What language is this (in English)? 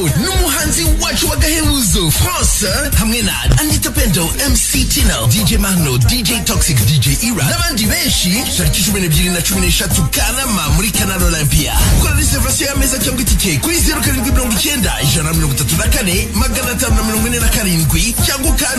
Kinyarwanda